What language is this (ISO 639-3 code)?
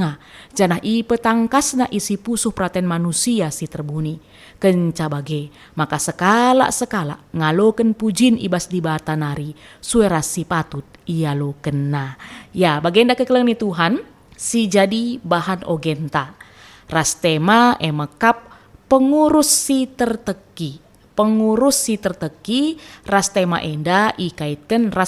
btx